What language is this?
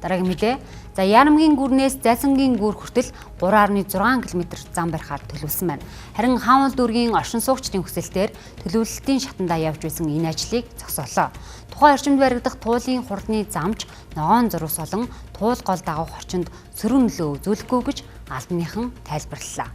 Mongolian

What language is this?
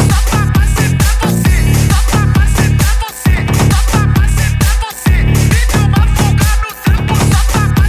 Portuguese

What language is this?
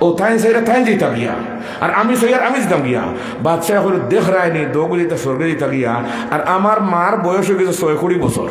Sylheti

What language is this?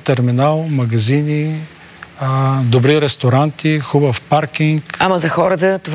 Bulgarian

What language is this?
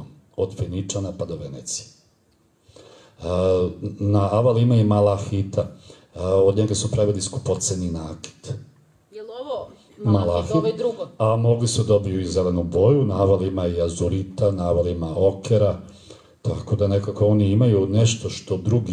Serbian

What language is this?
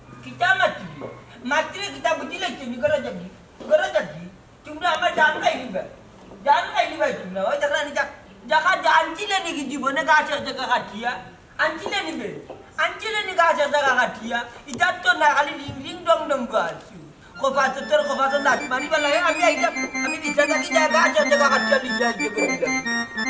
Sylheti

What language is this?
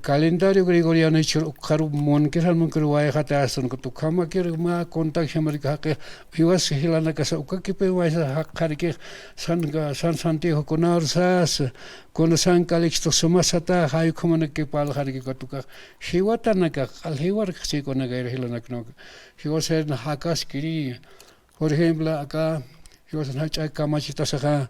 Aymara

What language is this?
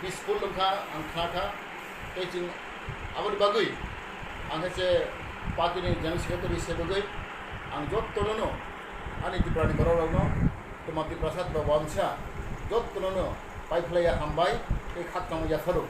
Riang (India)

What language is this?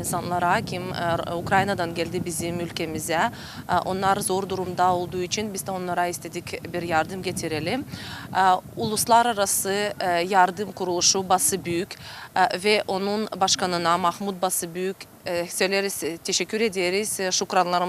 Gagauz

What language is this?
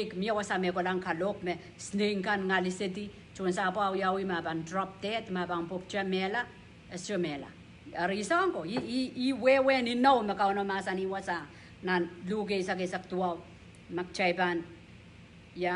Pohnpeian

